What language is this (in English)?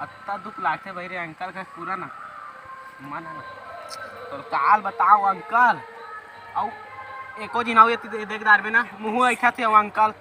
Chhattisgarhi